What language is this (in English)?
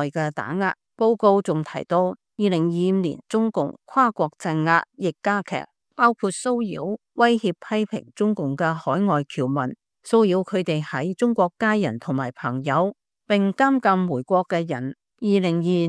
Cantonese